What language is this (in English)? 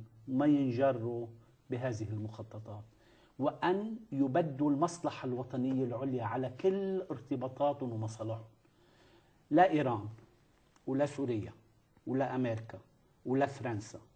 Arabic